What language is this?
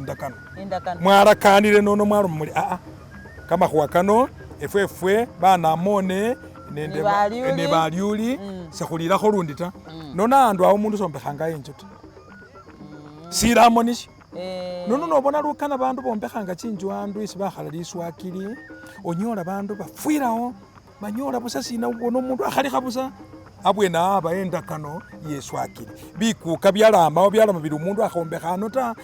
Masaaba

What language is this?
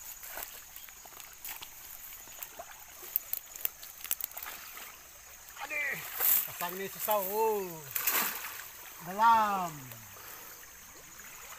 Malay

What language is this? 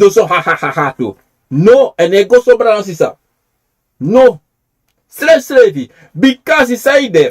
Sranan Tongo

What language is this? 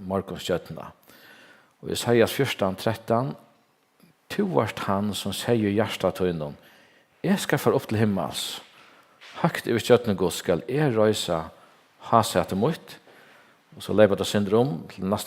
Faroese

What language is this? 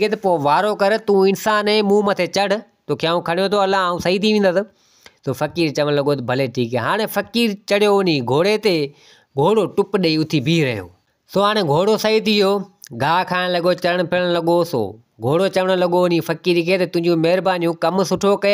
Sindhi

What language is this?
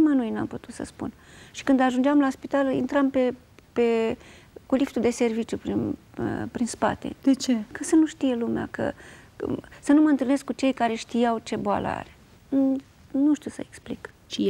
Romanian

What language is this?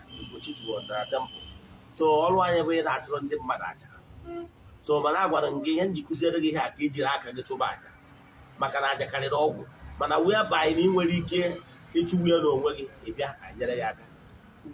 Igbo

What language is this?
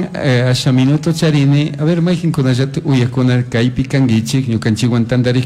Chimborazo Highland Quichua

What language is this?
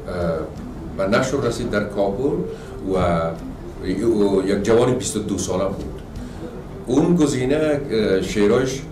Persian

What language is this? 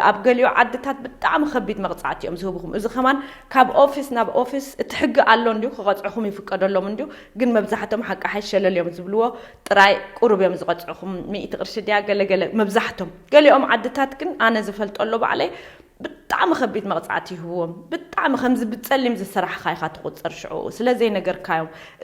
Tigrinya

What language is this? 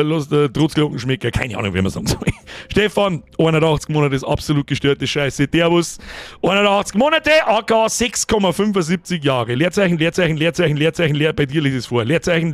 Bavarian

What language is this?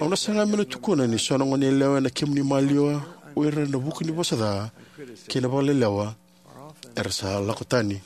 Fijian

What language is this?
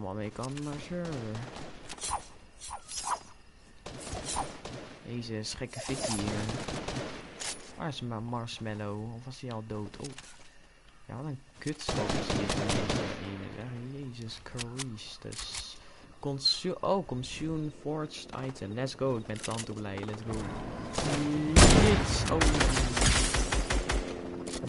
Dutch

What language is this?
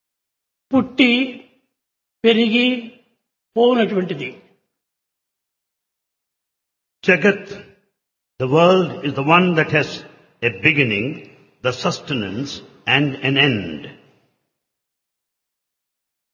Telugu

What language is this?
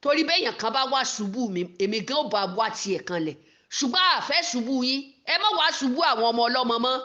Yoruba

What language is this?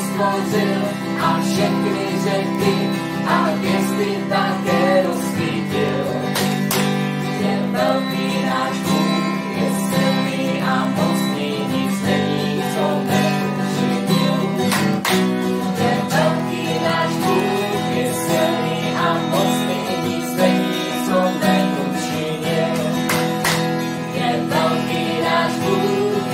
Czech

